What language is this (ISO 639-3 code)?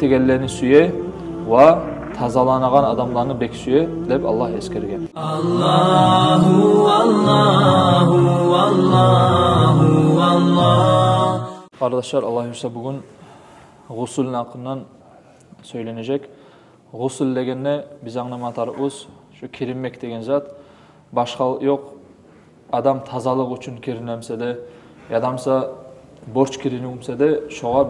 kum